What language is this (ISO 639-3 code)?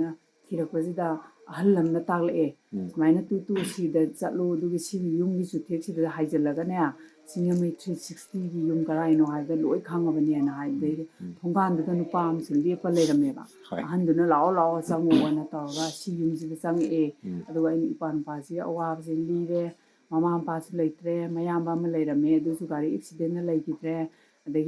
mni